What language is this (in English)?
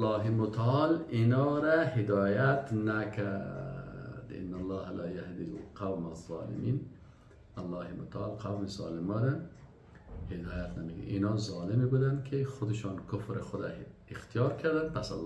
Persian